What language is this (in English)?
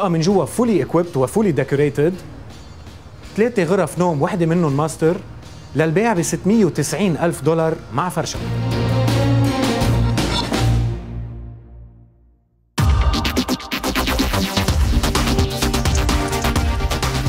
North Levantine Arabic